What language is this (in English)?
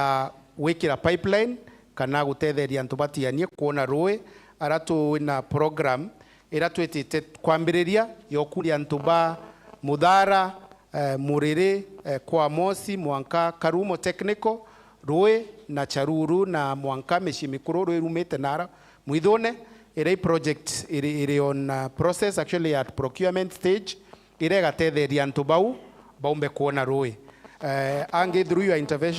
Meru